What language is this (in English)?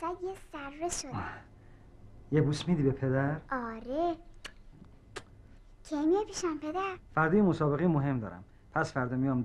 Persian